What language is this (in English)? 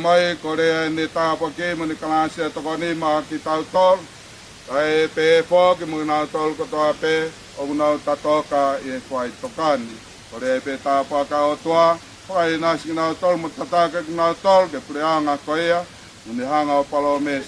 Tongan